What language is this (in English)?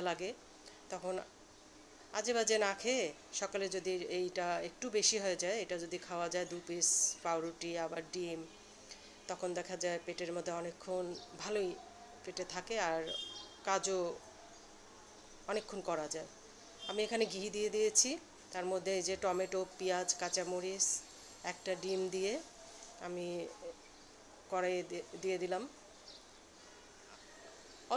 Bangla